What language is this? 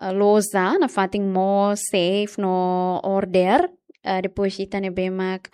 Tetum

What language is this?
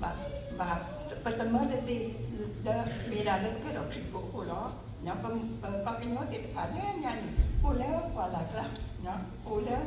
S'gaw Karen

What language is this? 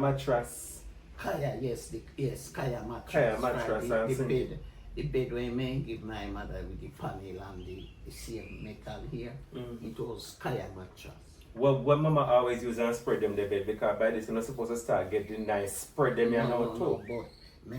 Jamaican Creole English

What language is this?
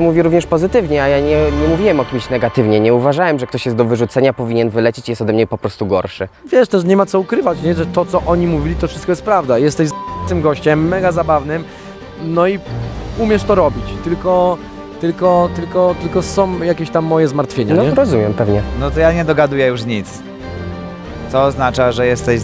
Polish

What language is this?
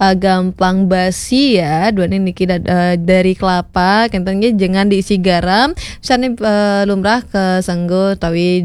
Balinese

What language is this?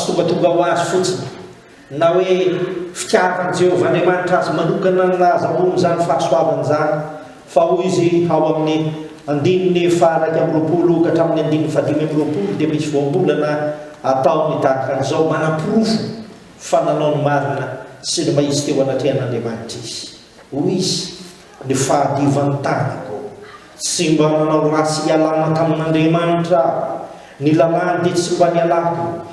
Malagasy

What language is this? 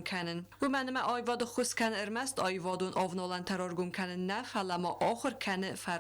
Ossetic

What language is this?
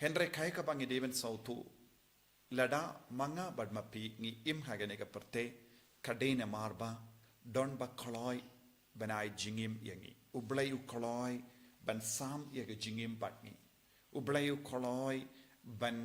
Khasi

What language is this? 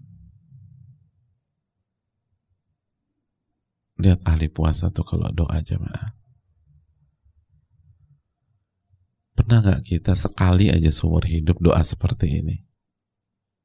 Indonesian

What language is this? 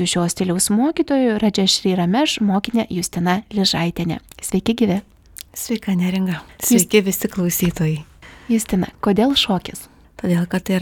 Lithuanian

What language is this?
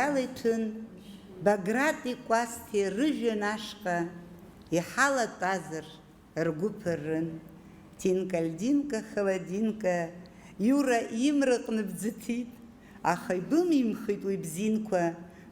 Abkhazian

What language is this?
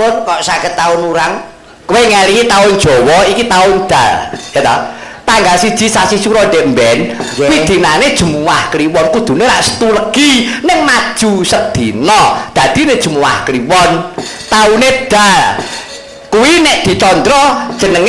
Javanese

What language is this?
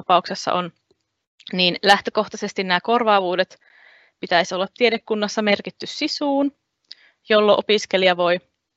Finnish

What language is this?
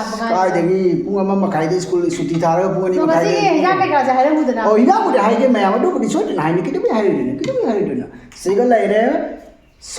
Manipuri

